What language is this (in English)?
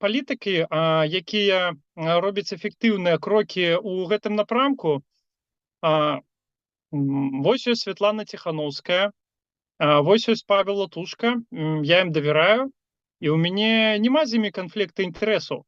Belarusian